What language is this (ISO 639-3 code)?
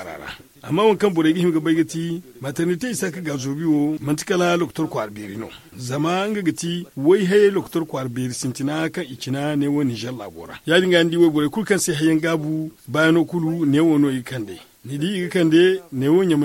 dje